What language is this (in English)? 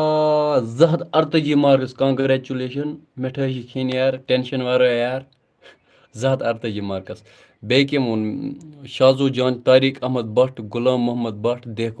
Kashmiri